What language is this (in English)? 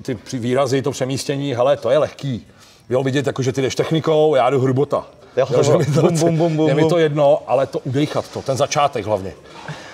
Czech